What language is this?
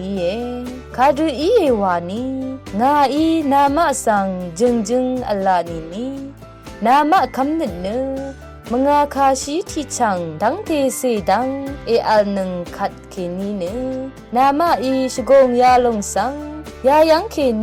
Rawang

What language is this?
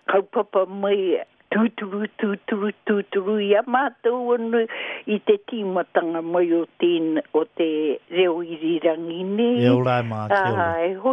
Māori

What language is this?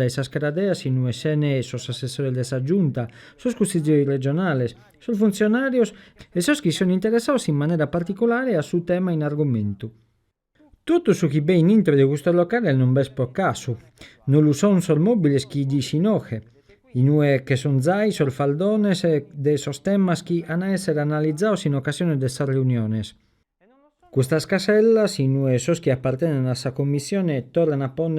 Sardinian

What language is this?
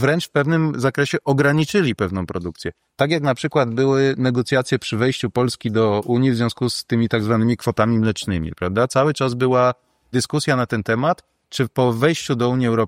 Polish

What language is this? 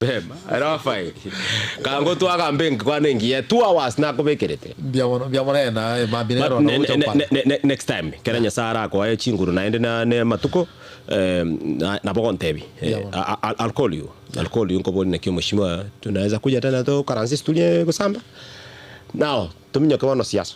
Gusii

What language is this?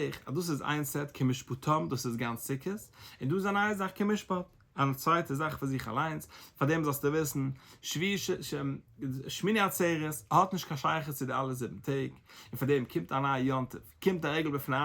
Yiddish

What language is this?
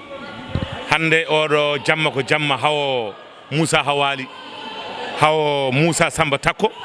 Fula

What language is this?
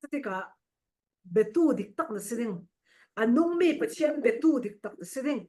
Falam Chin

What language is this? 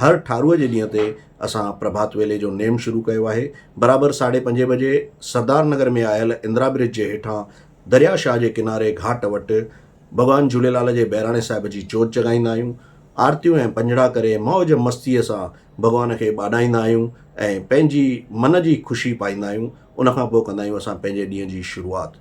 Sindhi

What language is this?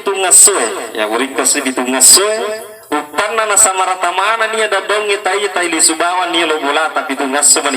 Buginese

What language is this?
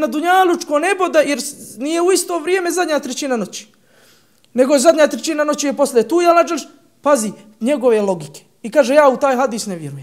Bosnian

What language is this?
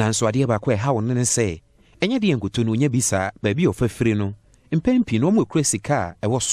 Akan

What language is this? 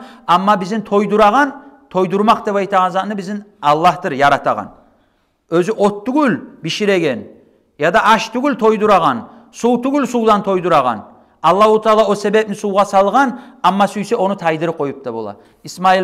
Kumyk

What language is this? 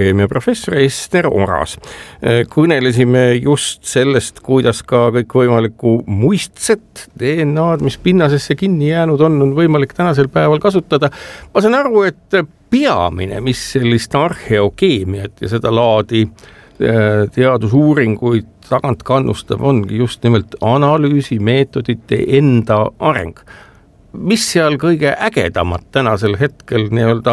Estonian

